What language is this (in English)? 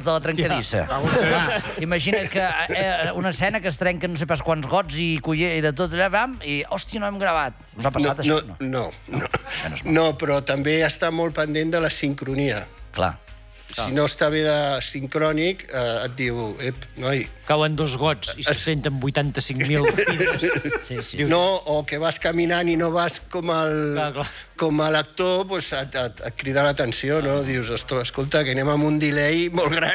Catalan